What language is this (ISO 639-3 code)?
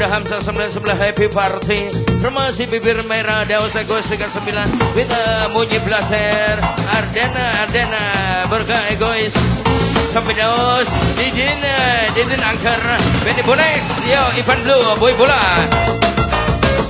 ind